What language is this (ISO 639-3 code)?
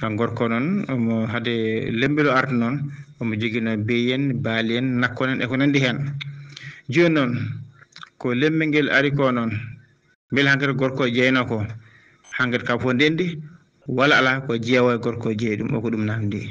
ful